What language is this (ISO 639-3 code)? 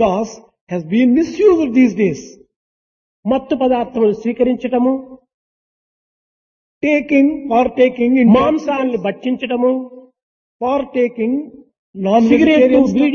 tel